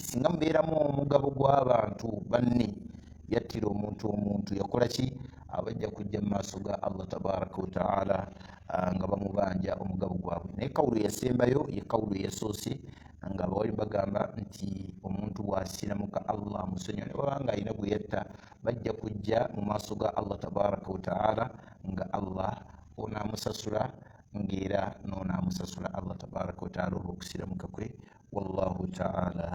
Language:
Ganda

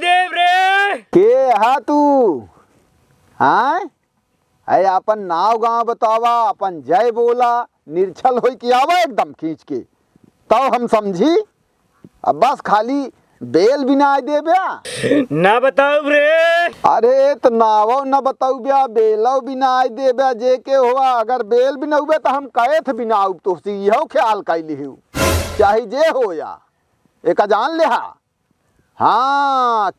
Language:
Awadhi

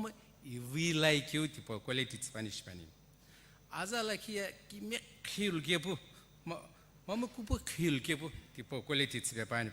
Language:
Sumi Naga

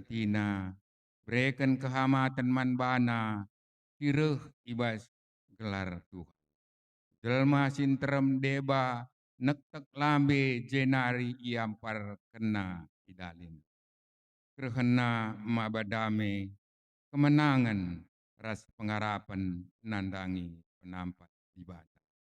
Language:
Batak Karo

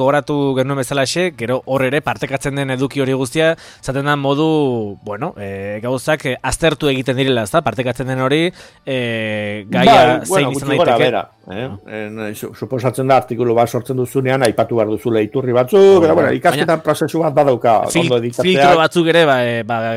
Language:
Basque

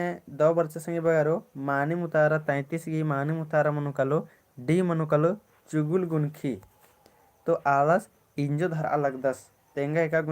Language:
Kurukh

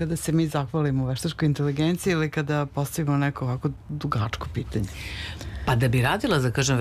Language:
Serbian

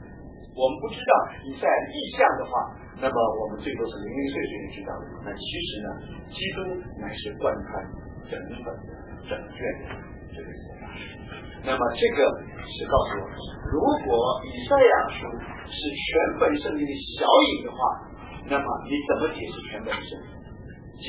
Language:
Chinese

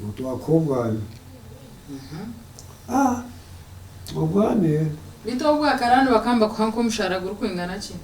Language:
Nyankole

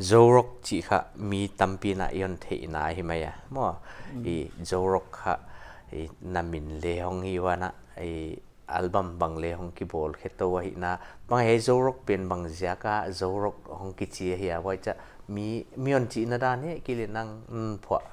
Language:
Paite Chin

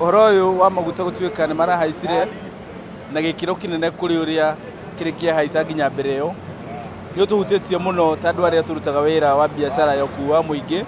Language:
Kikuyu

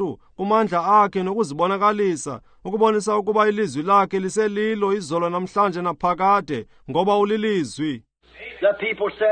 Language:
Xhosa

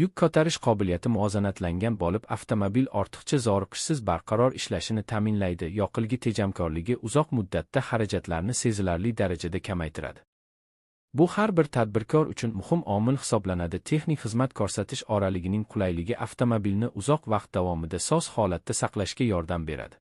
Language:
Uzbek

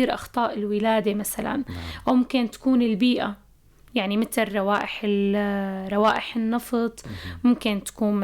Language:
North Levantine Arabic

